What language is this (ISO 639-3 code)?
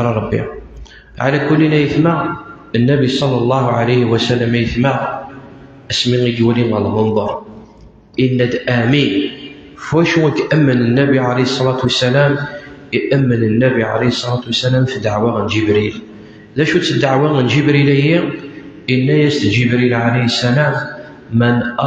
kab